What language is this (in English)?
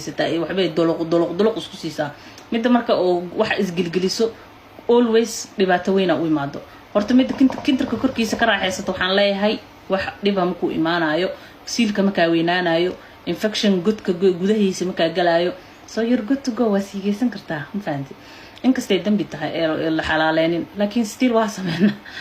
Somali